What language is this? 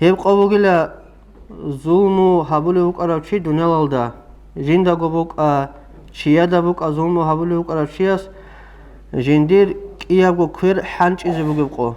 Avaric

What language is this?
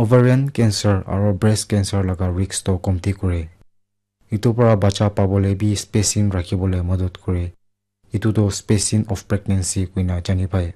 Naga Pidgin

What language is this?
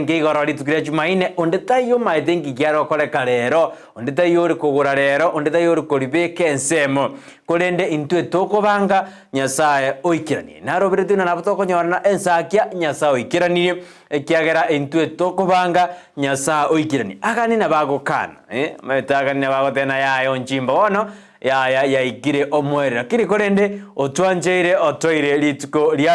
Gusii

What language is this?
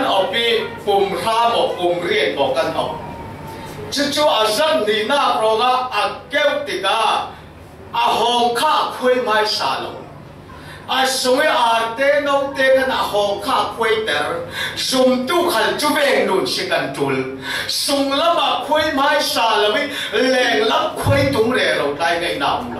Falam Chin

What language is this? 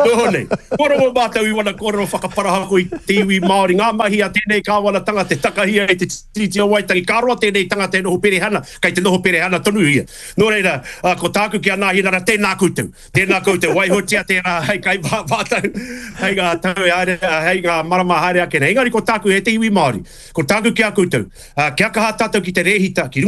Māori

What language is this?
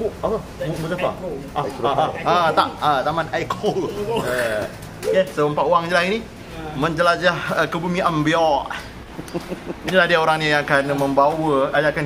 Malay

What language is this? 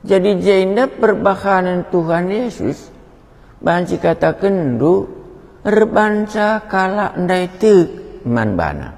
Batak Karo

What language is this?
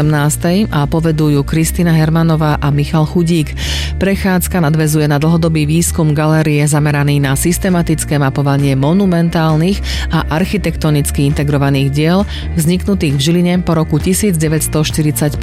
Slovak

